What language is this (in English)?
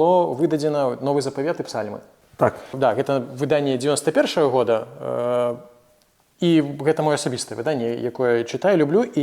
Belarusian